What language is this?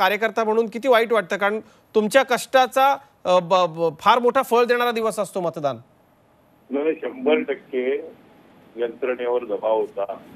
Marathi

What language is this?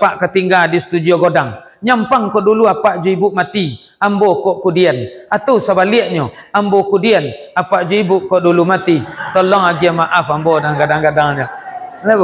Minangkabau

